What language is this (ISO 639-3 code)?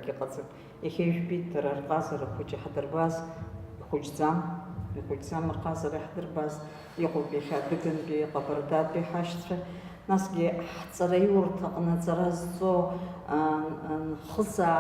abk